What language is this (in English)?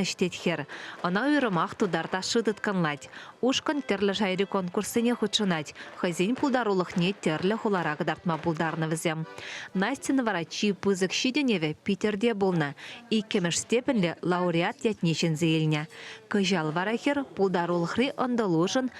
Chuvash